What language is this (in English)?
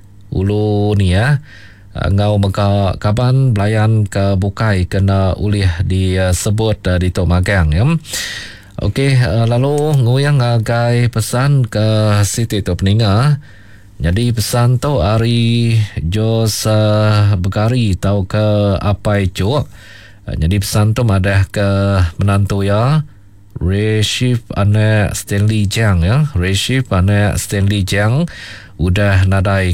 Iban